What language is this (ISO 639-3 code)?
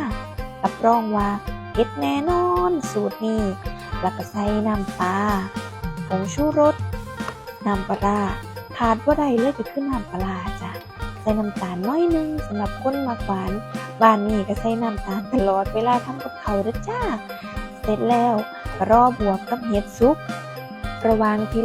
tts